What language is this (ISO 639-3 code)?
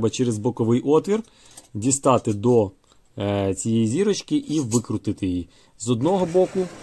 ukr